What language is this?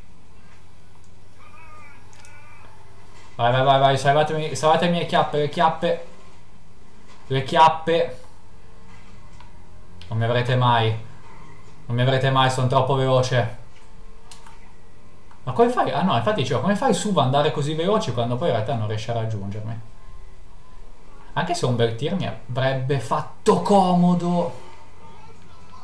Italian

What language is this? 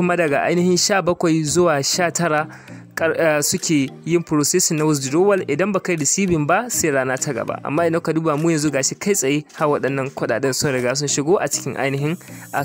Hausa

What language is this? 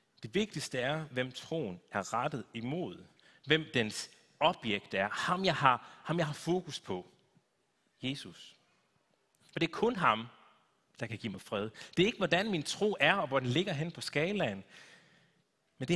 Danish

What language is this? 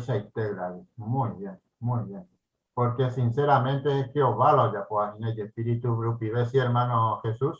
Guarani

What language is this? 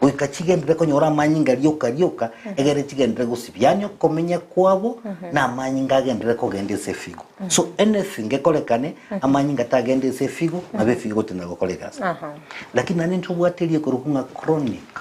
Gusii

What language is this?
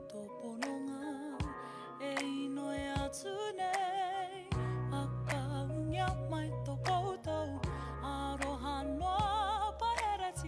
Māori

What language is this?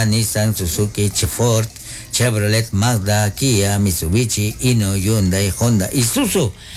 Kekchí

